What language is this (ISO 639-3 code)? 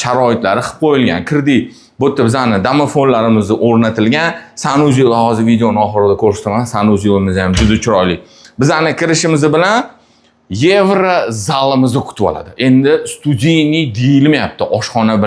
uzb